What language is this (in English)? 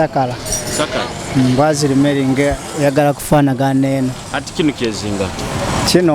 Tooro